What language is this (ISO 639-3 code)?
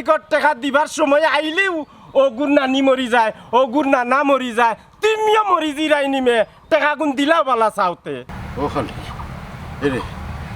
syl